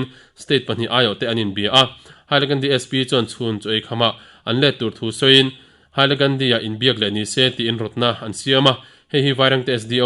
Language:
Mizo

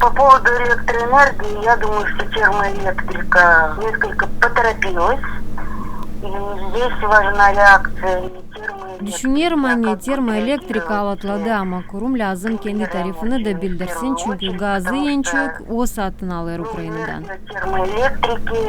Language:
Gagauz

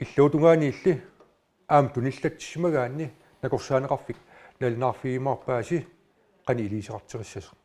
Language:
Kalaallisut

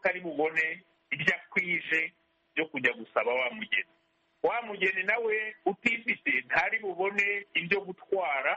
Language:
Kinyarwanda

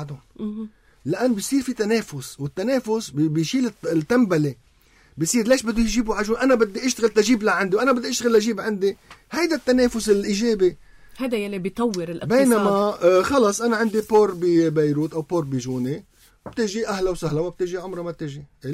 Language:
North Levantine Arabic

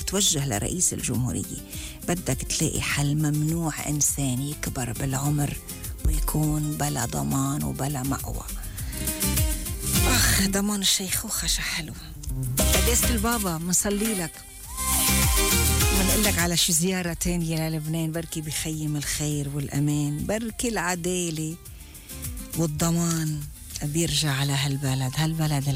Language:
North Levantine Arabic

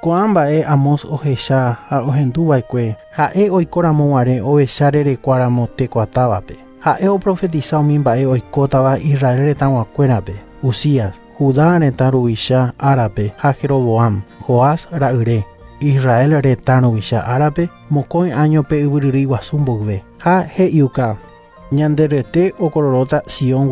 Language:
Guarani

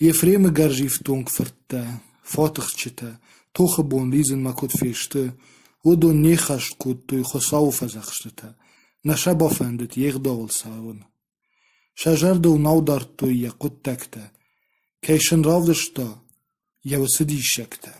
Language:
Ossetic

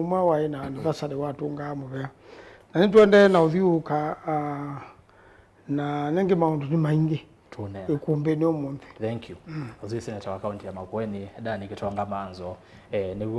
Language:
Kamba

